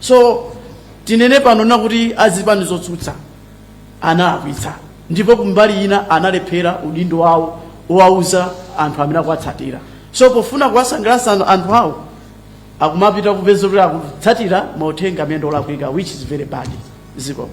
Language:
Nyanja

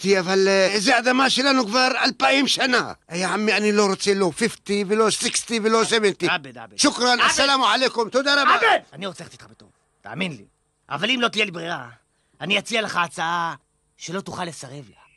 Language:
Hebrew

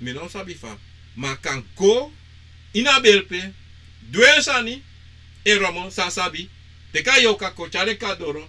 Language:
Sranan Tongo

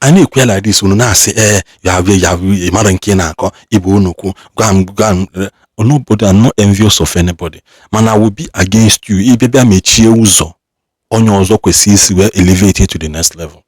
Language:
Igbo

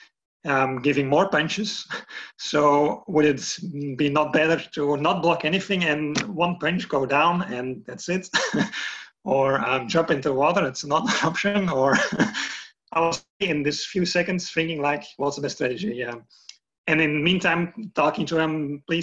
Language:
English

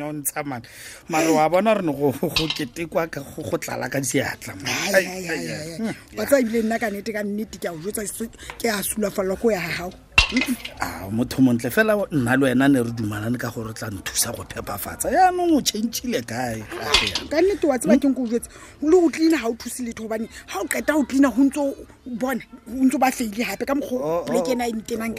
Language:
Tswana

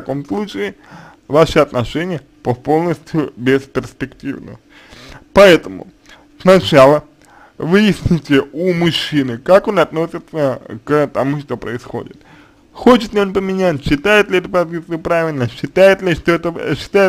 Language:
Russian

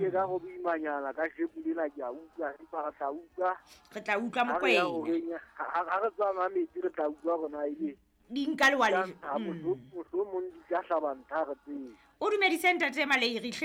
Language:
Southern Sotho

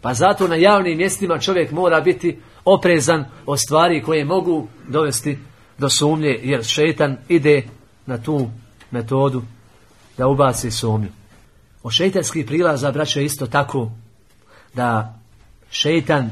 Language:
Bosnian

